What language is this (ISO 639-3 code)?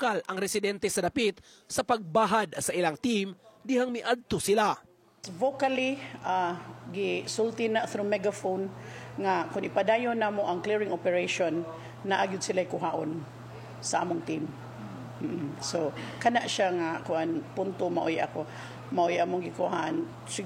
ceb